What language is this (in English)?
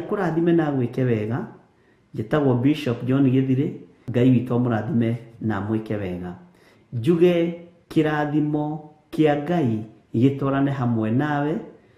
Kikuyu